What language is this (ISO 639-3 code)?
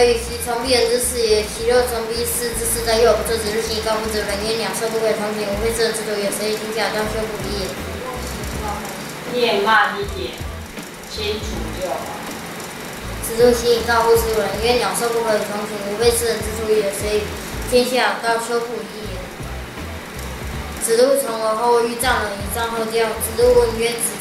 lzh